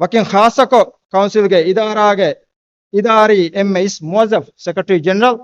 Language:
Divehi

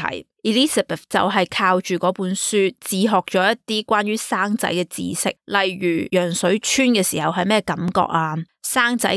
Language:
Cantonese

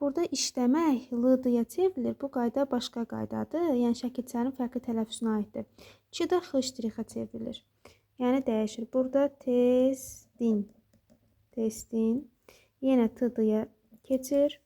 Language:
Azerbaijani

